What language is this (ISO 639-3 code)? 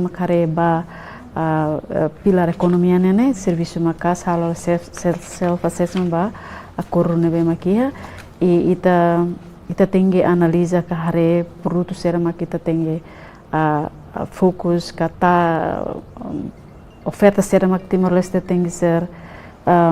tet